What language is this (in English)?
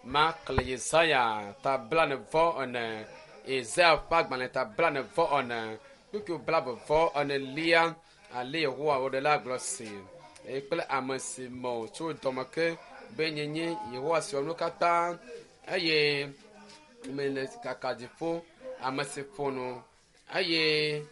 Ewe